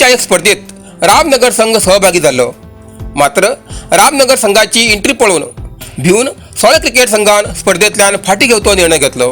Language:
Konkani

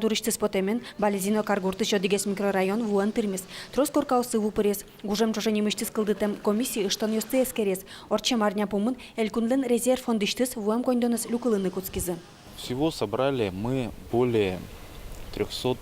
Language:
Udmurt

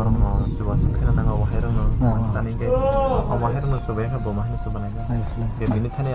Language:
Kok Borok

